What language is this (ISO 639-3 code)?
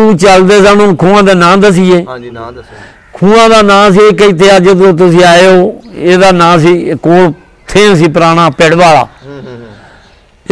pan